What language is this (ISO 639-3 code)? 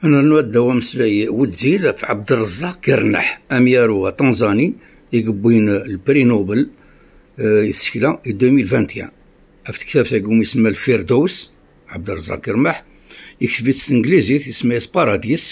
kab